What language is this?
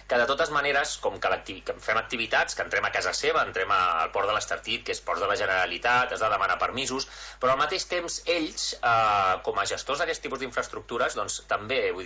Catalan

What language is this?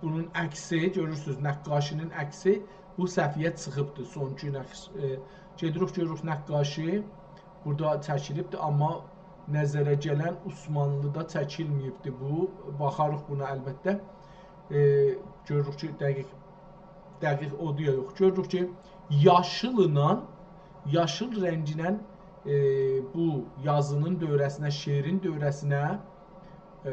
South Azerbaijani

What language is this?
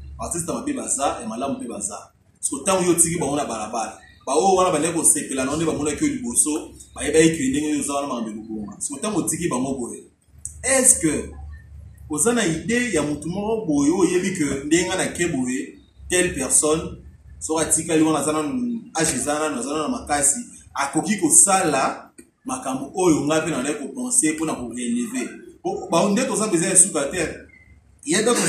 Lingala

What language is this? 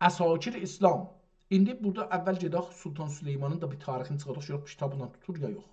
South Azerbaijani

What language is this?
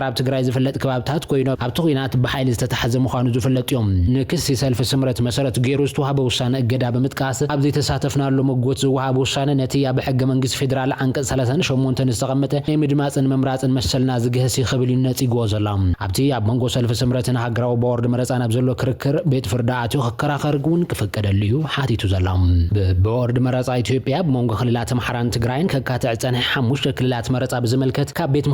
Tigrinya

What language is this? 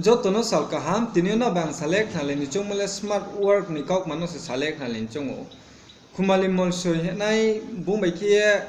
Riang (India)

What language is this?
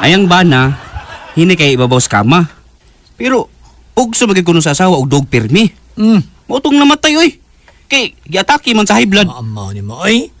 Cebuano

